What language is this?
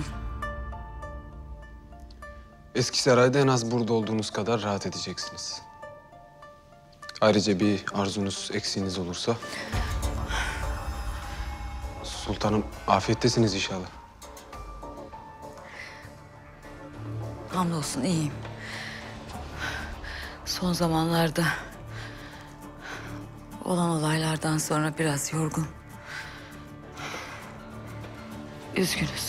Turkish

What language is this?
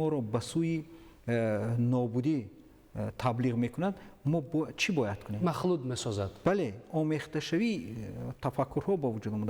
Tajik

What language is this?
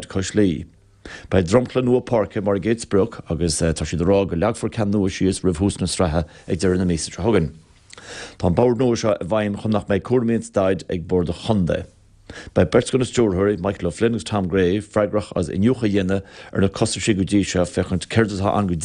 Irish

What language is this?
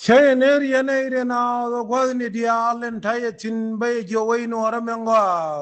Nuer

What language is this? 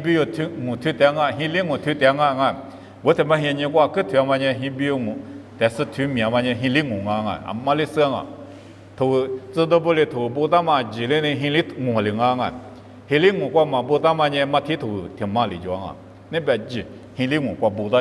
Lisu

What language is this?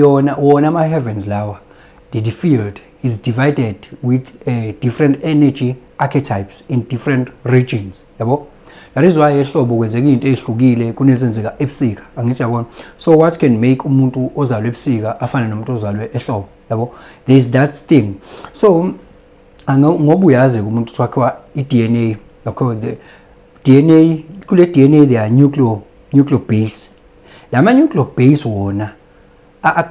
Zulu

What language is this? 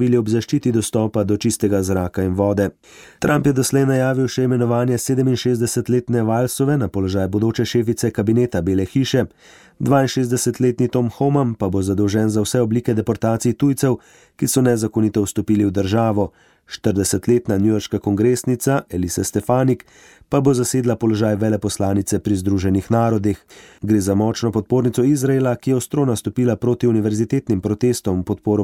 Slovenian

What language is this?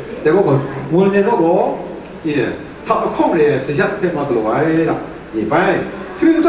Kachin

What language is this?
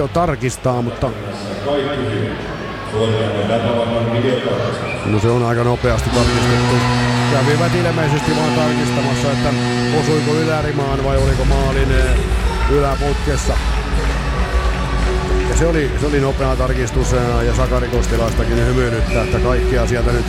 Finnish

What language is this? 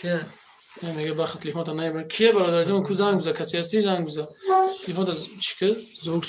Tajik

